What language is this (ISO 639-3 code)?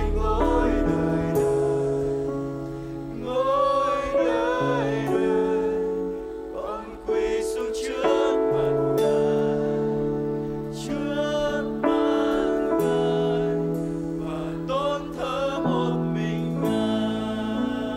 vie